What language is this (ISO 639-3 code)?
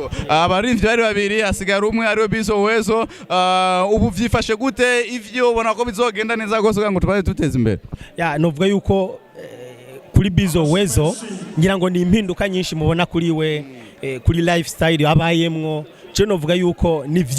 run